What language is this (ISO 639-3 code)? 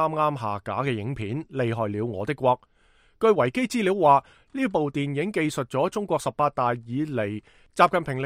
yue